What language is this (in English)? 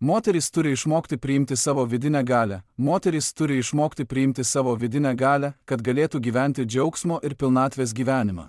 Lithuanian